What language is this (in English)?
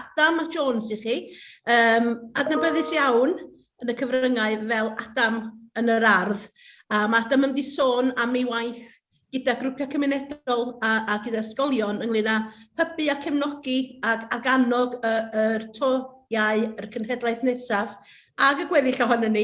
Welsh